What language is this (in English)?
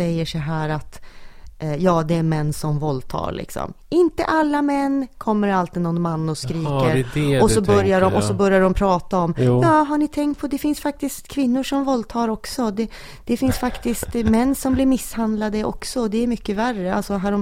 Swedish